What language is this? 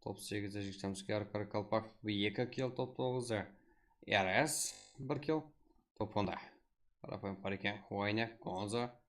Kara-Kalpak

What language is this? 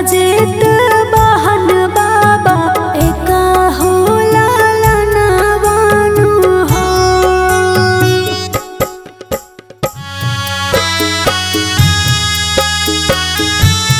Bhojpuri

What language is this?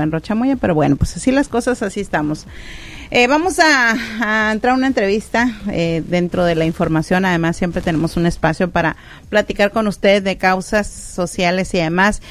Spanish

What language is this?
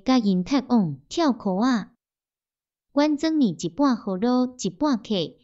Min Nan Chinese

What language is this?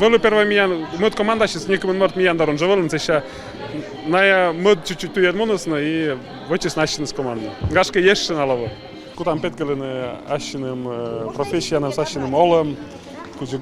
Komi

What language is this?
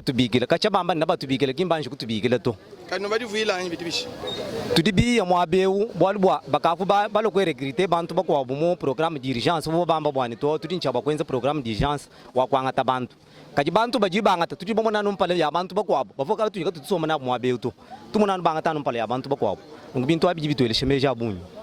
Luba-Lulua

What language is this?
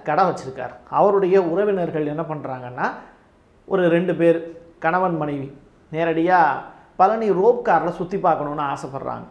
Tamil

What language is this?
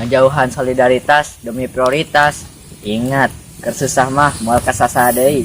Sundanese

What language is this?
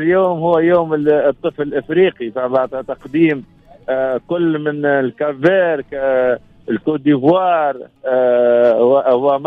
Tunisian Arabic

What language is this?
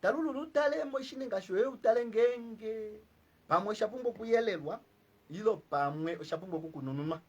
Kuanyama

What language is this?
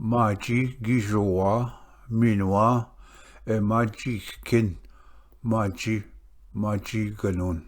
Ojibwa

